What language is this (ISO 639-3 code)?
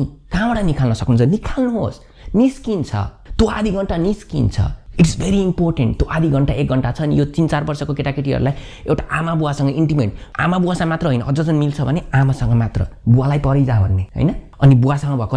nep